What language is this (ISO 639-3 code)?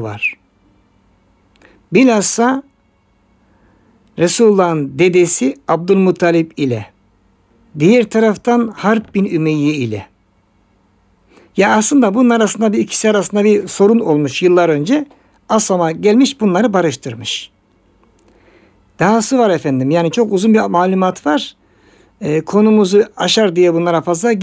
tur